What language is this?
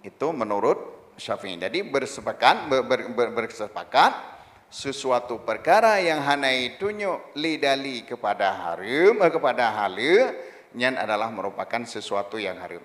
Achinese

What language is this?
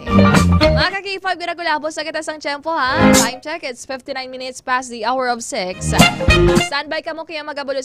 Hiligaynon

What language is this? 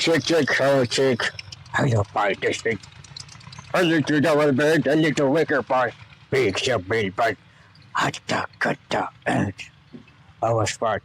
Santali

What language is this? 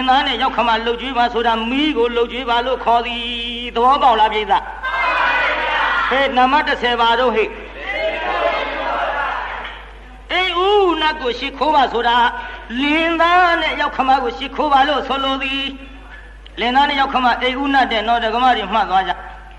Burmese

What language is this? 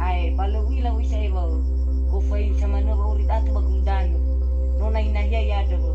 Nias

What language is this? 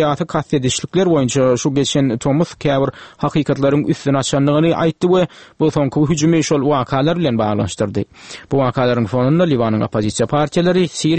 Turkmen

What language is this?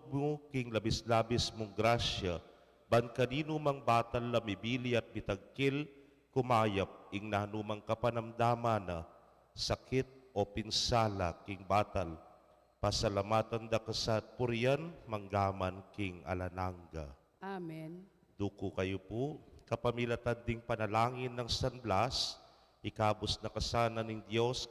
Pampanga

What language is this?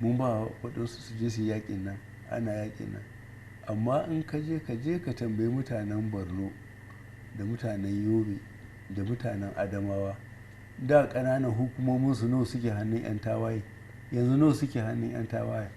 Hausa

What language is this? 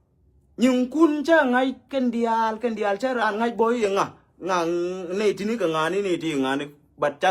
Nuer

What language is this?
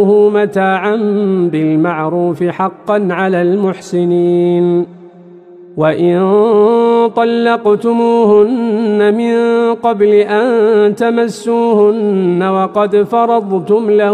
Arabic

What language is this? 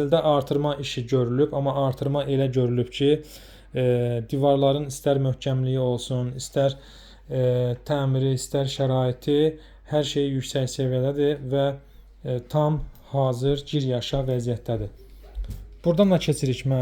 Azerbaijani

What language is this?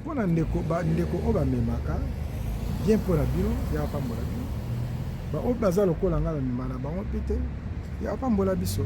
Lingala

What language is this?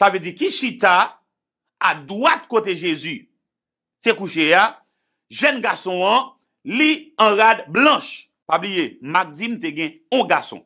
Haitian Creole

